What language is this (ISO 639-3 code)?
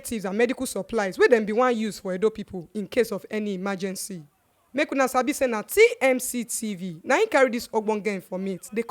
pcm